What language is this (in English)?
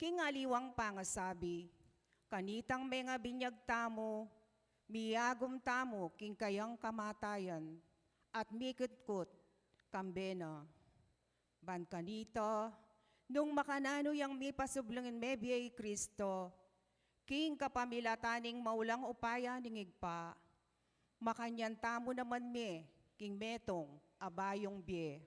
Pampanga